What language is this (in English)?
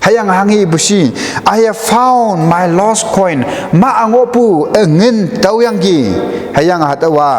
Konyak Naga